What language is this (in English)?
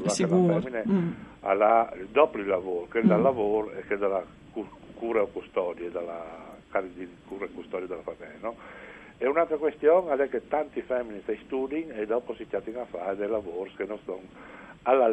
Friulian